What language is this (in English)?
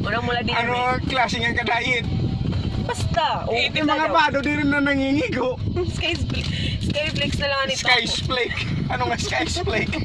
Waray